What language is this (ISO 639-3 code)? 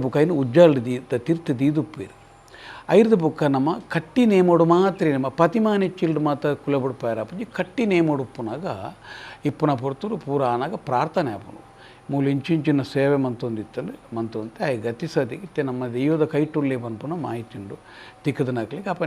tcy